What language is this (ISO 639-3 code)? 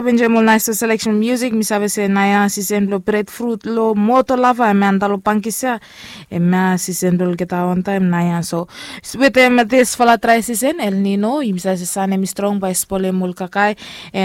bis